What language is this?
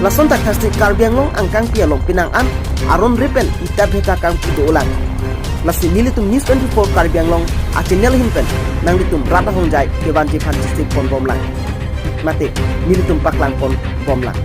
Karbi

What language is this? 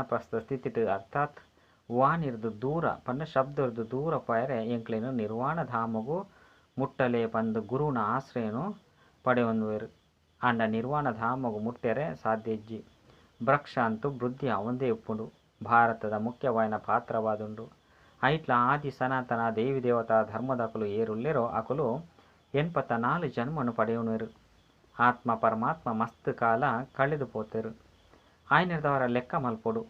Tulu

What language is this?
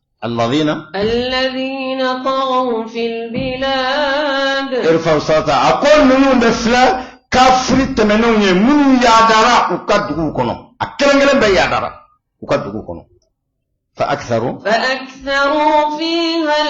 Bambara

